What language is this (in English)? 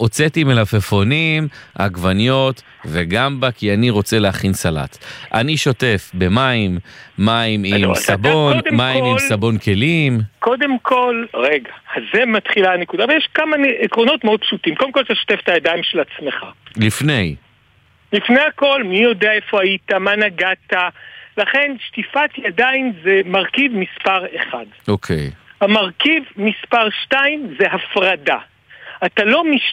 Hebrew